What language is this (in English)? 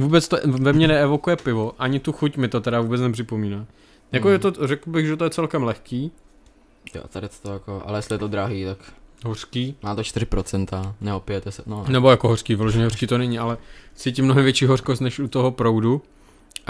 Czech